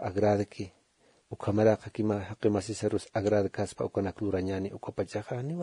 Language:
Aymara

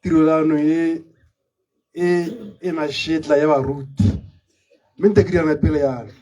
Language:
Tswana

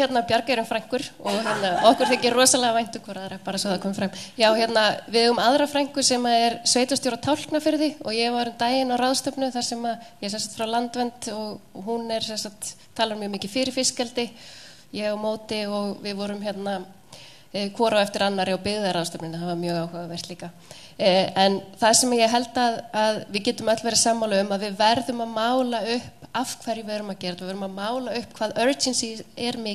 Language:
Icelandic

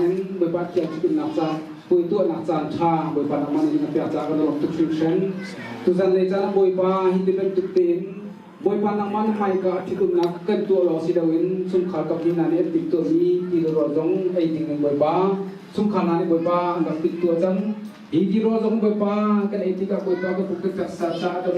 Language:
Hakha Chin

